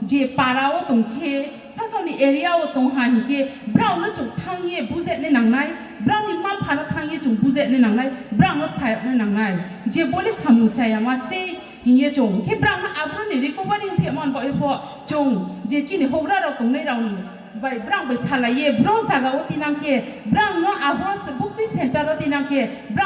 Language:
Riang (India)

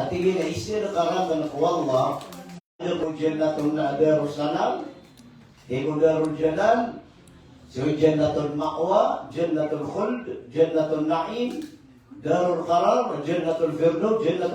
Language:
Maranao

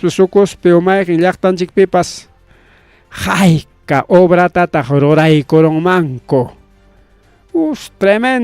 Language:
Ayacucho Quechua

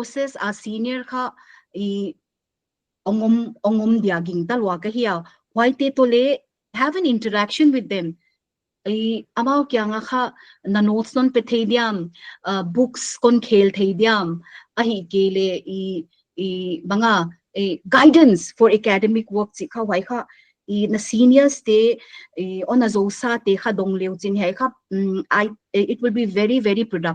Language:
Paite Chin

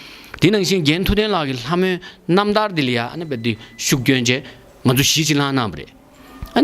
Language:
Tibetan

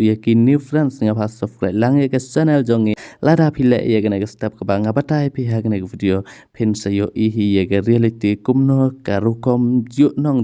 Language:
Khasi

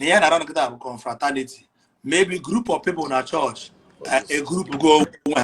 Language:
Igbo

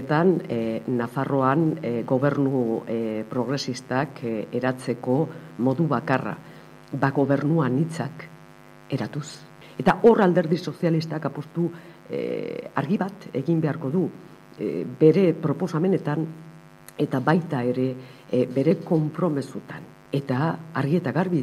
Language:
Basque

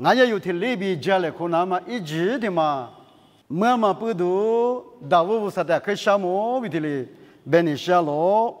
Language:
Lisu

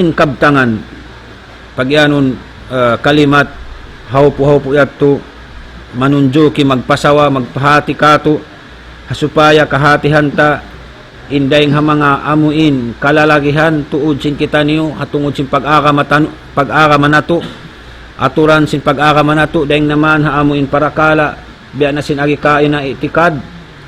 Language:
Tausug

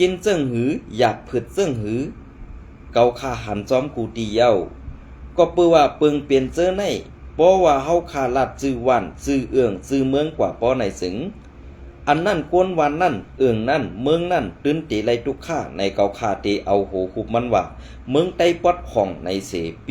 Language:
Shan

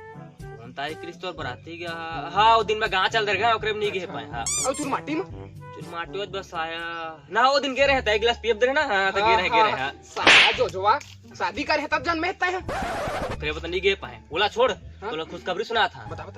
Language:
Chhattisgarhi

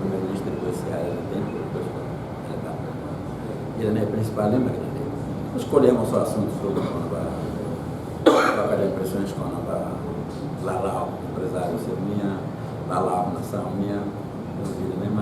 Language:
Tetum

